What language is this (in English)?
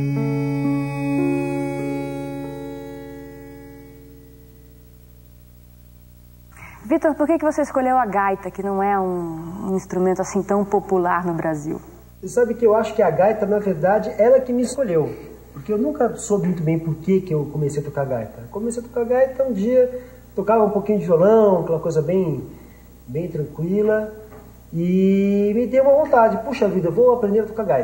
Portuguese